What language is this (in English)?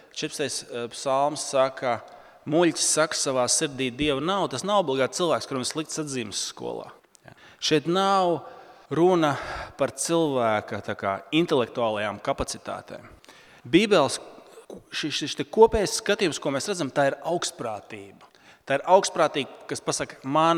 Latvian